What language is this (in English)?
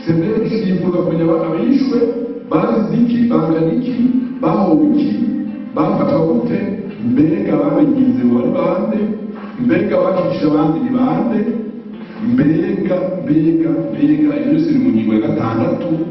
Rundi